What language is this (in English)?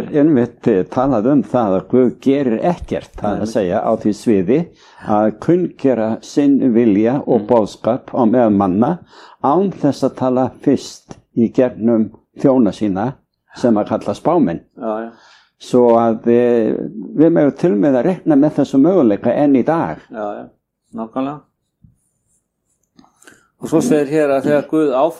Icelandic